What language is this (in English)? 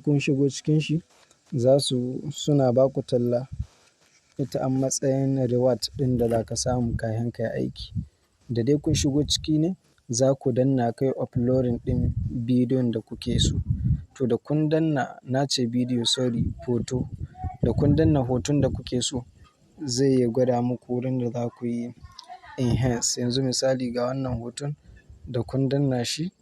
Hausa